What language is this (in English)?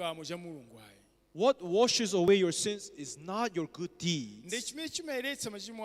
Nyanja